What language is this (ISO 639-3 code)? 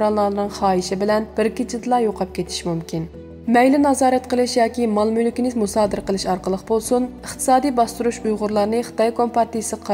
uig